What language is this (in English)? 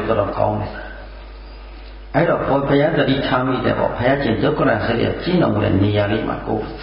Burmese